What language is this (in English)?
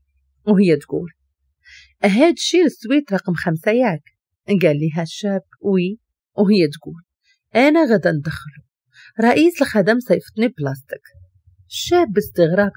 Moroccan Arabic